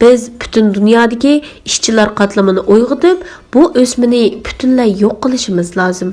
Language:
Uyghur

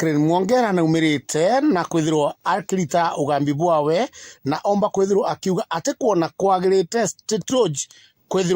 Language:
Meru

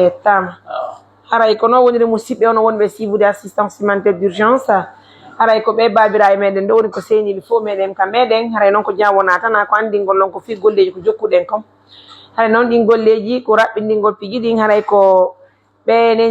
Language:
Fula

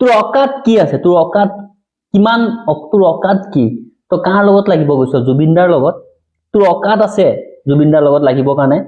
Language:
Assamese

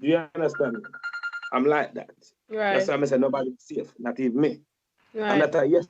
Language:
Jamaican Creole English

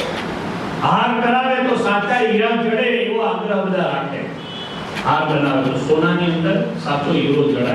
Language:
Gujarati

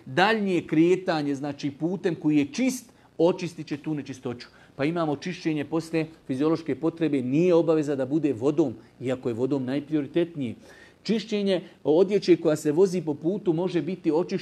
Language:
Bosnian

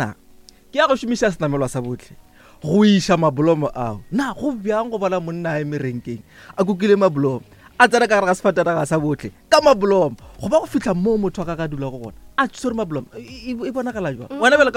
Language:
Northern Sotho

